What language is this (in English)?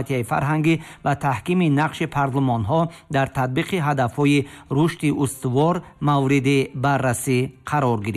Tajik